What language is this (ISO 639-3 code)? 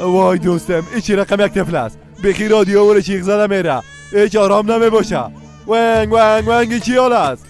fas